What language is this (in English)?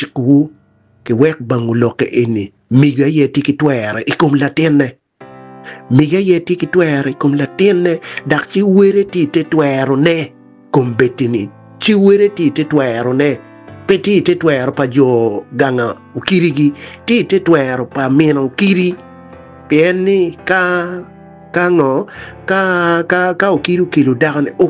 Acoli